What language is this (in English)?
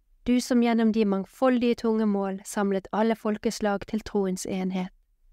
Norwegian